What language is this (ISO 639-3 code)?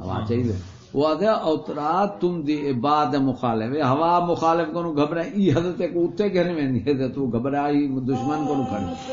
skr